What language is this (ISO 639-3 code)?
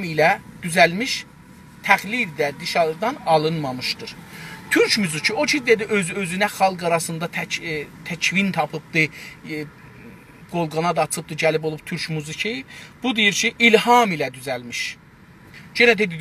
azb